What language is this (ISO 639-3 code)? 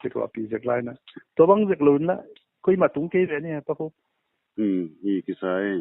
ctd